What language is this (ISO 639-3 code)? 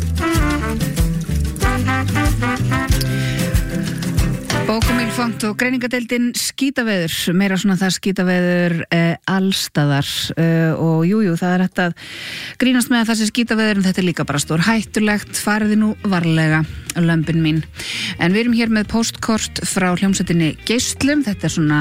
isl